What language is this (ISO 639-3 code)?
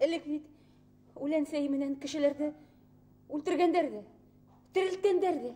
bak